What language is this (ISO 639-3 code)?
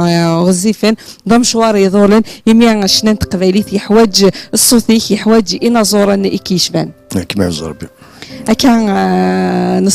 kab